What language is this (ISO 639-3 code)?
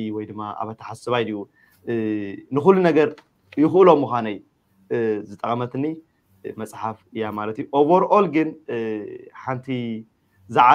tir